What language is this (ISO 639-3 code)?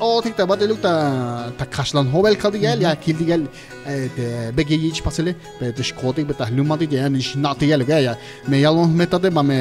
tzh